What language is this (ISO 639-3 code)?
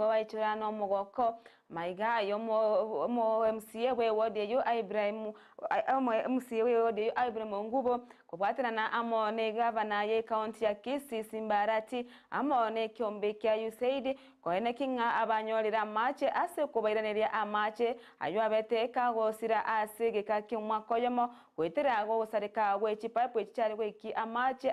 guz